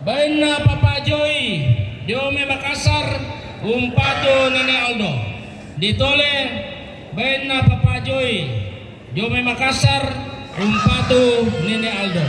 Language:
Toraja-Sa'dan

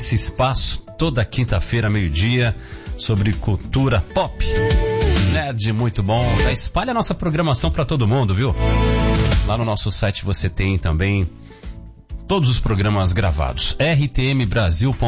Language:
Portuguese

